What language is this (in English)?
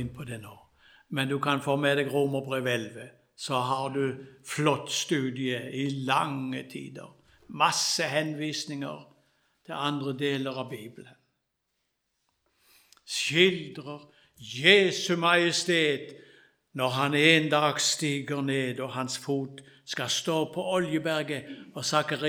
Norwegian